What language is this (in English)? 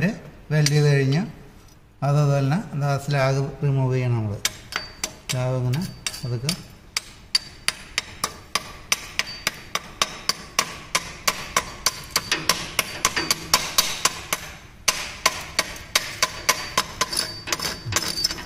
Malayalam